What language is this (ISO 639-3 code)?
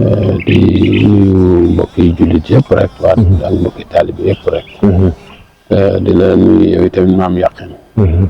wol